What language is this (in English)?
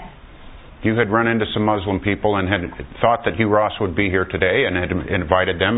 English